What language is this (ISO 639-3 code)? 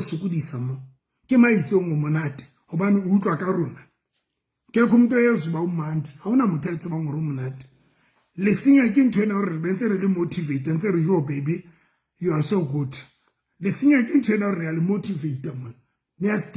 sot